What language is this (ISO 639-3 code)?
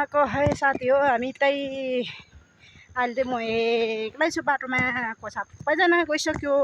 nep